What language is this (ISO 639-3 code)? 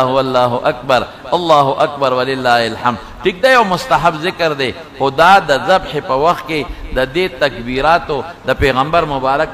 pus